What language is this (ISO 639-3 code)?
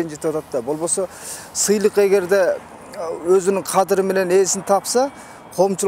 kir